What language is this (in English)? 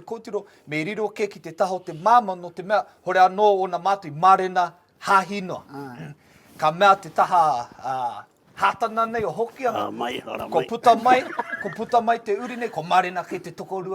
Māori